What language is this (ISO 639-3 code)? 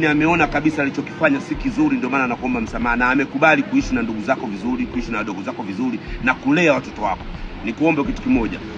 swa